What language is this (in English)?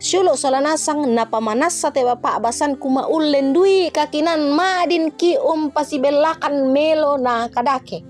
Toraja-Sa'dan